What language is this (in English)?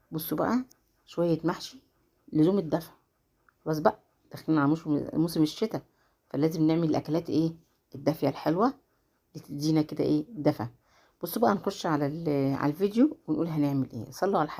Egyptian Arabic